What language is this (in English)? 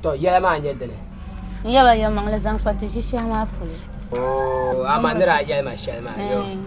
Dagbani